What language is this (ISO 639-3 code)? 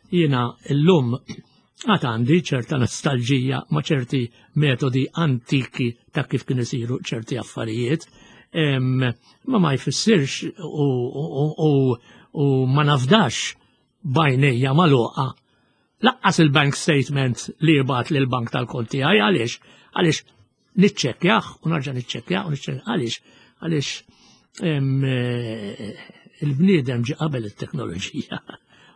mlt